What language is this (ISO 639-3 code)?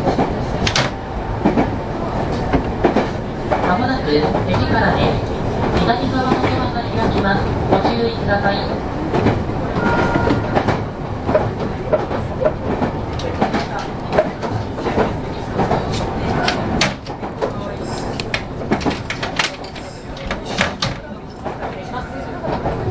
jpn